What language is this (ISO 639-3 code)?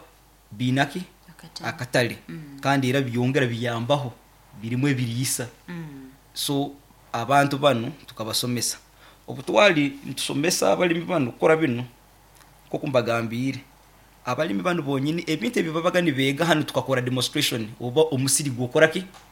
nyn